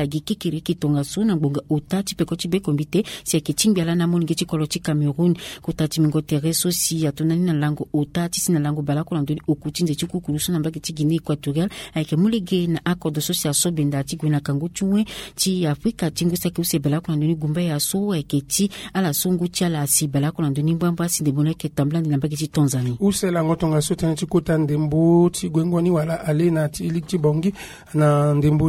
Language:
Sango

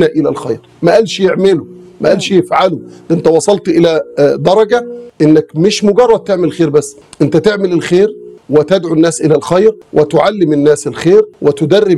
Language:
Egyptian Arabic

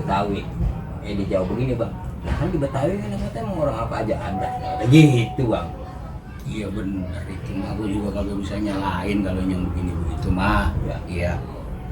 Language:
Betawi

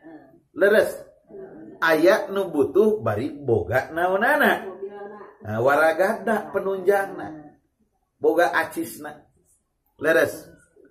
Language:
Sundanese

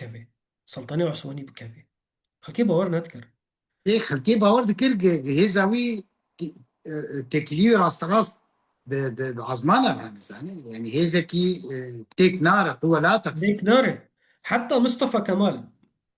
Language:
Kurdish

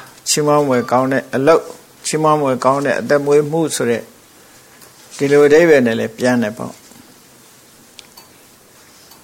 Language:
Burmese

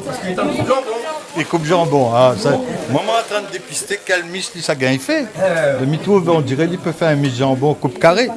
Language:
Réunion Creole French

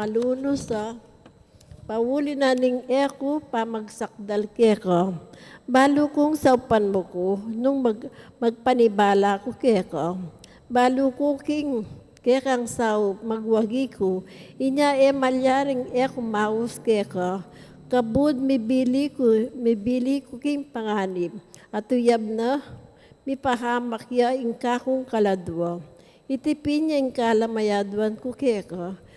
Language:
Pampanga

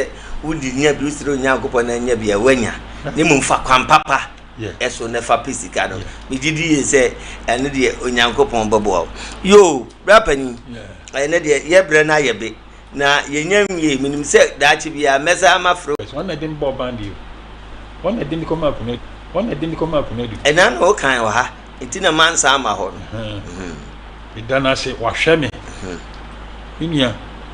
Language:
Akan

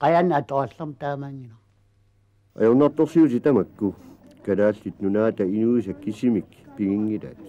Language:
Kalaallisut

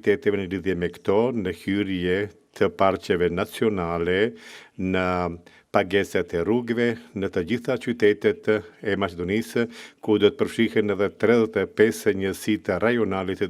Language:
Albanian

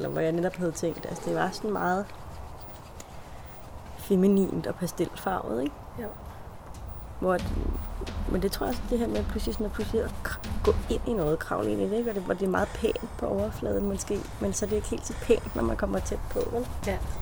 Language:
Danish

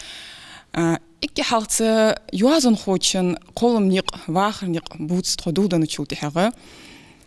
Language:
Ingush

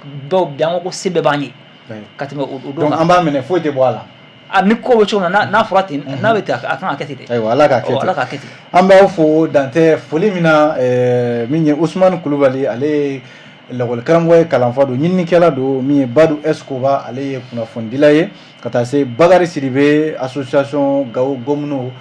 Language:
Bambara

